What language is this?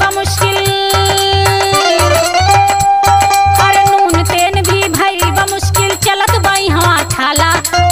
Bhojpuri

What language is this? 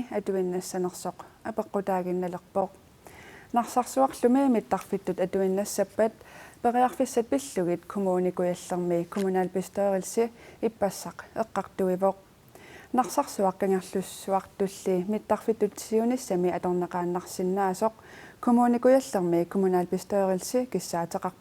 Kalaallisut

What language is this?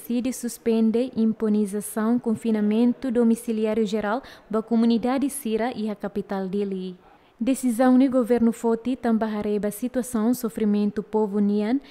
Tetum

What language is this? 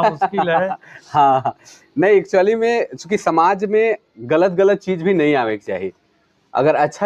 Sadri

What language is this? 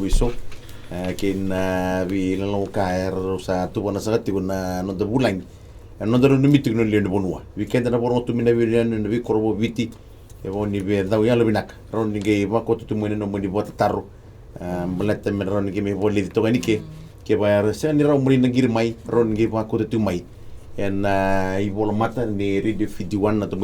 Fijian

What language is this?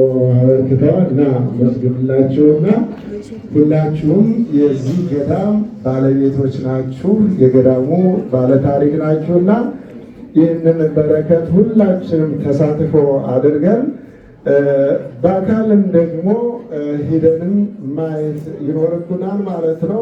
Amharic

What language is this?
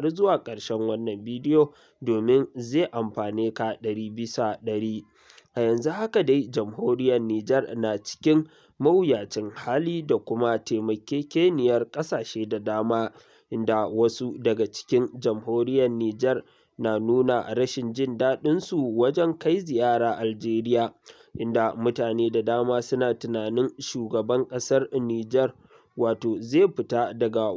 Hausa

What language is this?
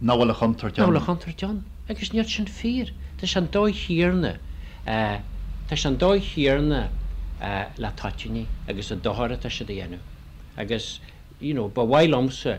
Irish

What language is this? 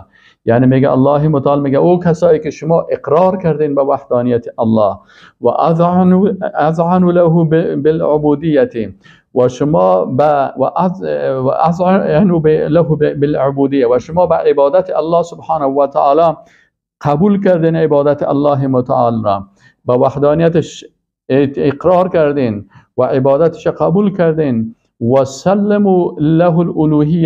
Persian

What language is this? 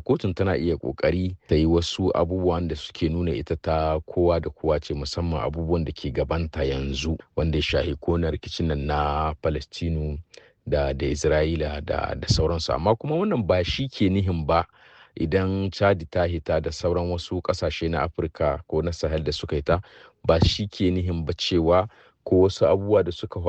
Hausa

